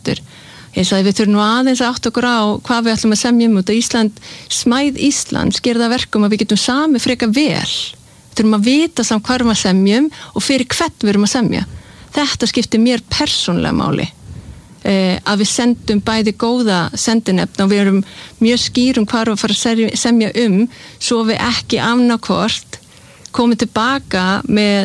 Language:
Icelandic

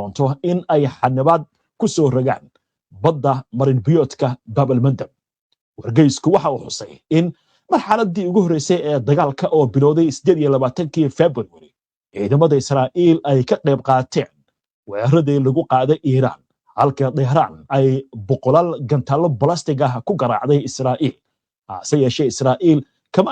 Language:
Somali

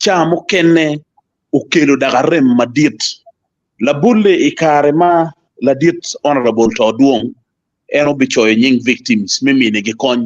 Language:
Acoli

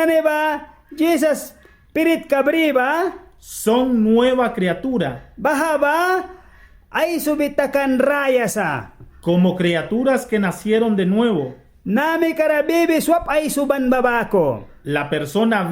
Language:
Mískito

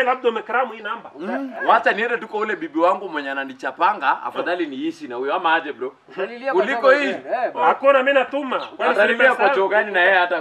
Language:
Swahili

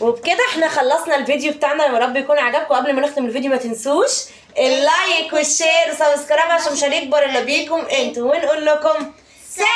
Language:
Egyptian Arabic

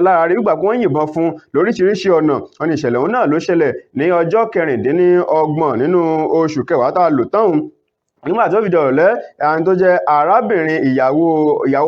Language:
Yoruba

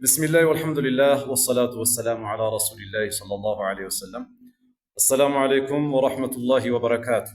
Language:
Amharic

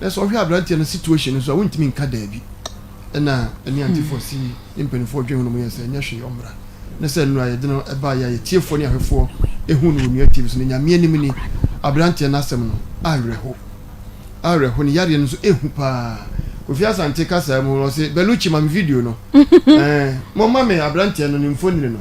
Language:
Akan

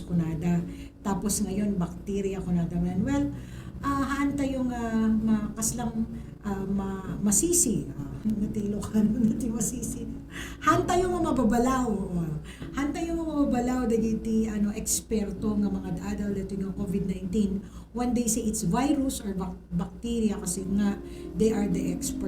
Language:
Iloko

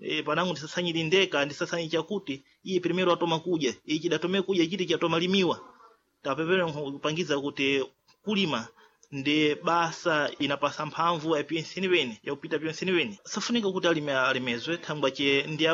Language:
Sena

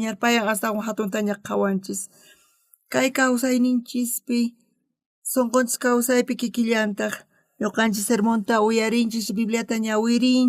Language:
South Bolivian Quechua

